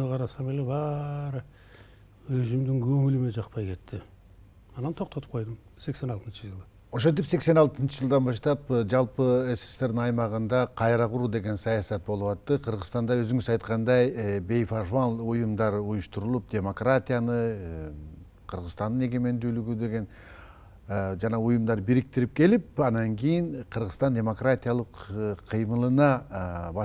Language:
Kyrgyz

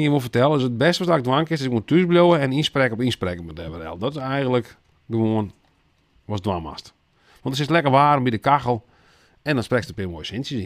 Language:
Western Frisian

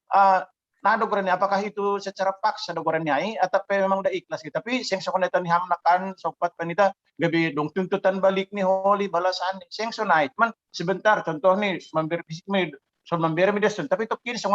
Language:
Batak Simalungun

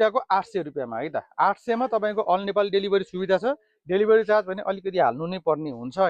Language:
Nepali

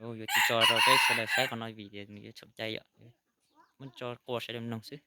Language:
Hmong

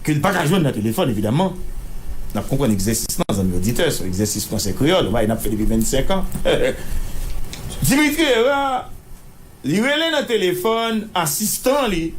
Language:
Haitian Creole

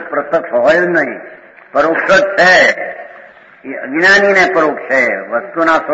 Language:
Gujarati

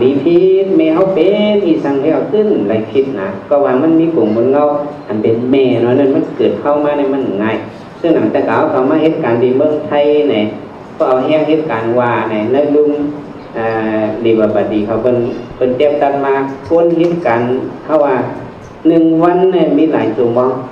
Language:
Shan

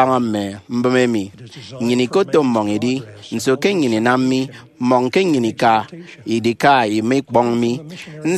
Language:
Efik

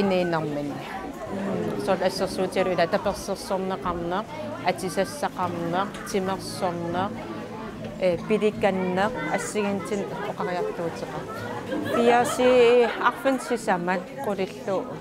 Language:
Kalaallisut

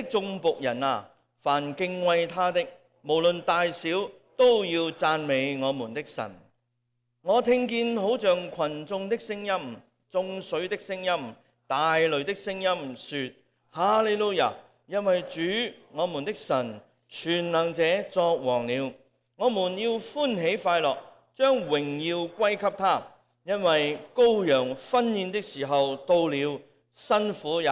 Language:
Cantonese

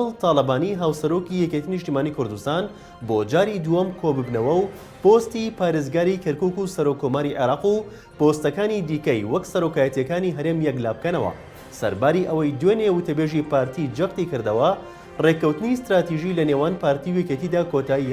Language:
Central Kurdish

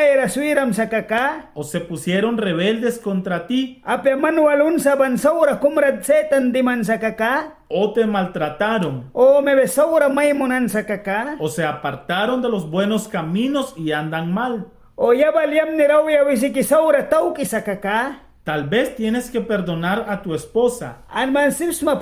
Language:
Mískito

